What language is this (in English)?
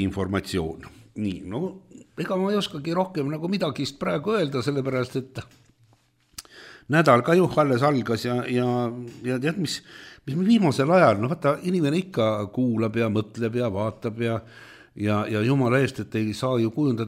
Estonian